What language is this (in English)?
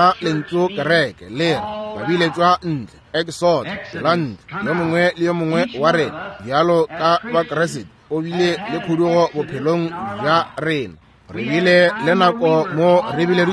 Northern Sotho